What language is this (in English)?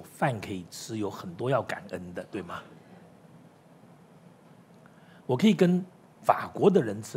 Chinese